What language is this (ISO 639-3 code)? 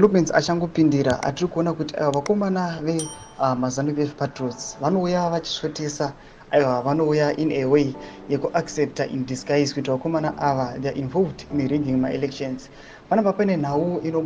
sna